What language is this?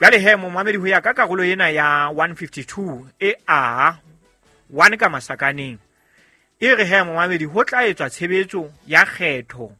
Southern Sotho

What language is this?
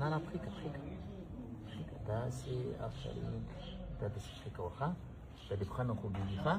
Pashto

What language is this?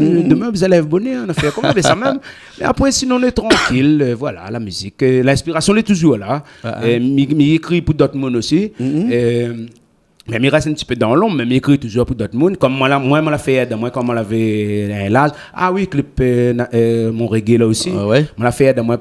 Réunion Creole French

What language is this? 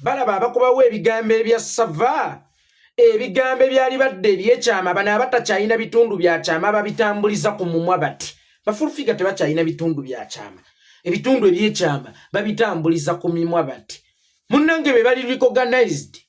Ganda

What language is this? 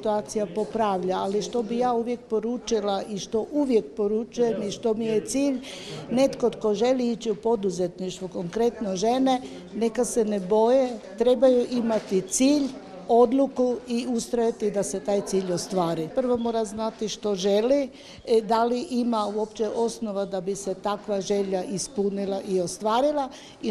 Croatian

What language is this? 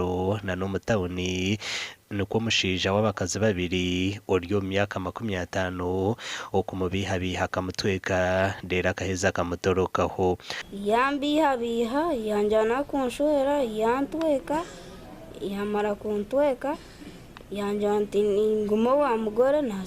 Nyankole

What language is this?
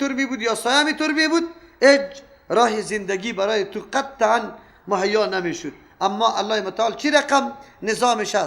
Persian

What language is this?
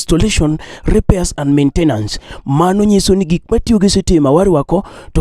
Luo (Kenya and Tanzania)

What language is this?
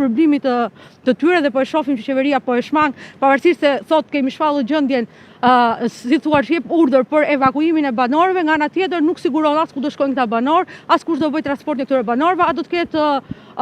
Albanian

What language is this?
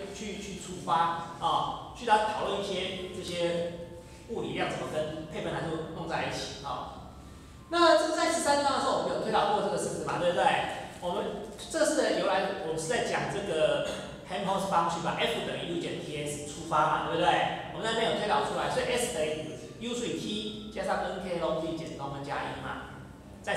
Chinese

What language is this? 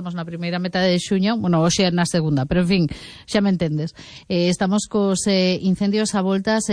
Galician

